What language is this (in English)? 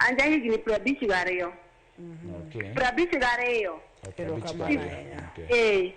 Luo (Kenya and Tanzania)